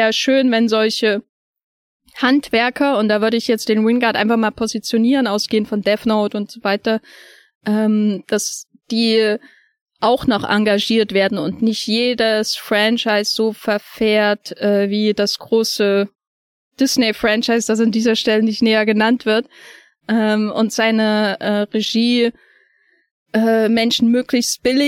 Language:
German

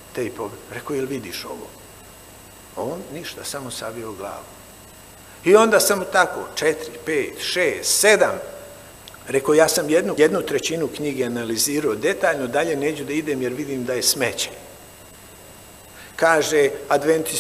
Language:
Serbian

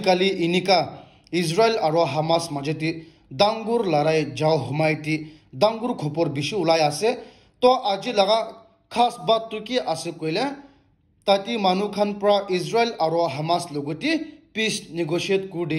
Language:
Naga Pidgin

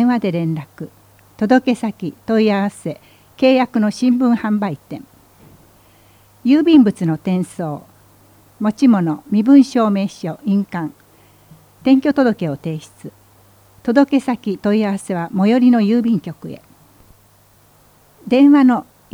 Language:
Japanese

